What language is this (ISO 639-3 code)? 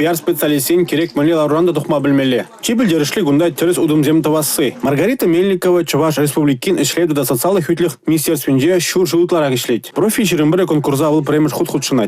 chv